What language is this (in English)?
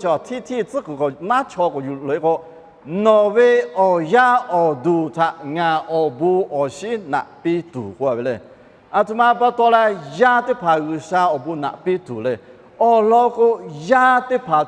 Lahu